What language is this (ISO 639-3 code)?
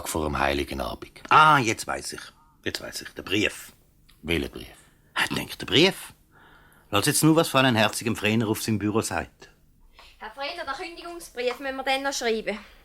gsw